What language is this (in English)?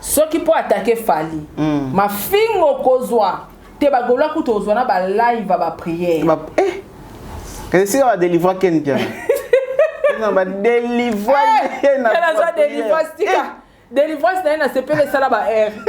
Lingala